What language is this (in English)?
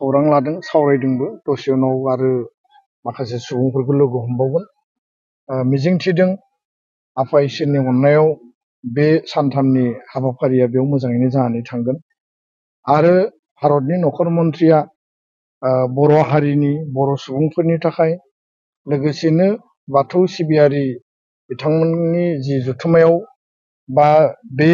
Bodo